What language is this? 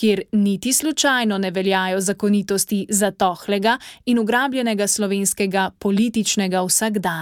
Slovenian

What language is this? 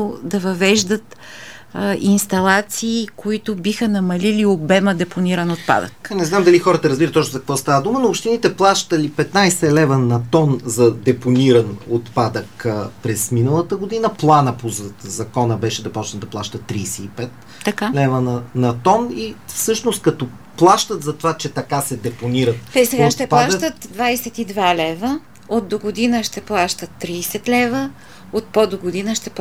Bulgarian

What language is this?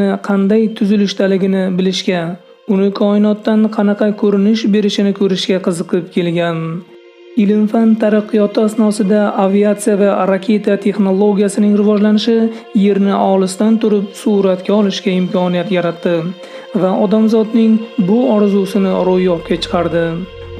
Uzbek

